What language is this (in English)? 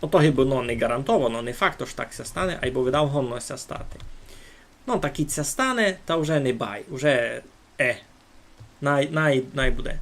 Rusyn